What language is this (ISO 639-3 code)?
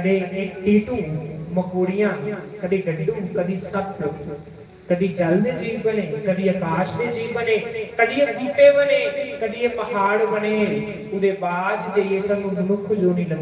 doi